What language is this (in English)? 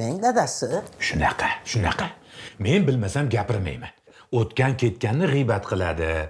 Uzbek